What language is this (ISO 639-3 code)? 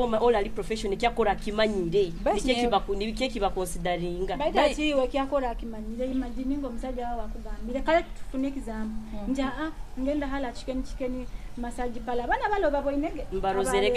nyo